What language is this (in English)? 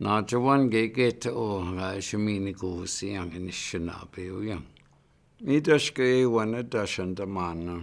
Chippewa